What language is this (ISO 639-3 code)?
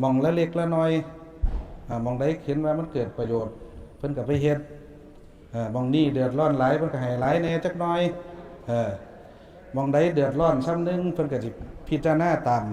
tts